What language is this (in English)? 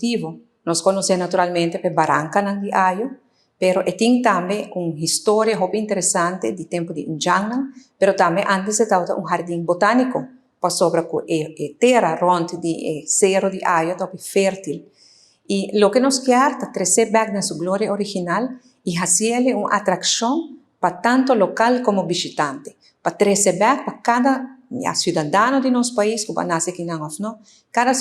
Papiamento